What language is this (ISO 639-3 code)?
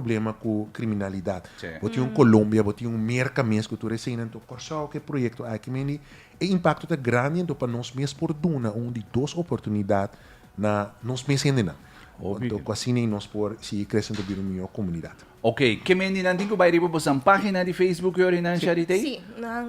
pap